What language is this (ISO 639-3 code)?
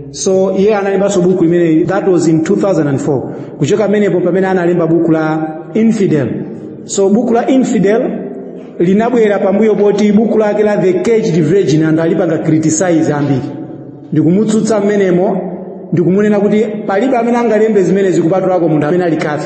nya